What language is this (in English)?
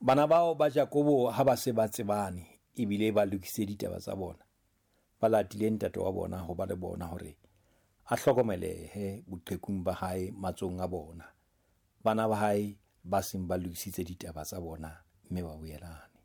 Southern Sotho